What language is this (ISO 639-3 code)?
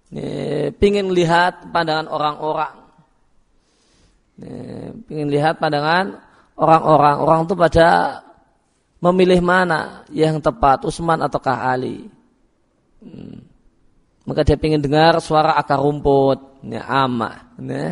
ind